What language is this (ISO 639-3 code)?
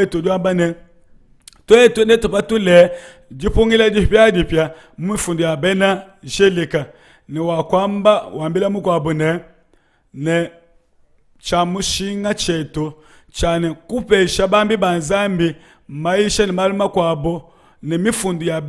lua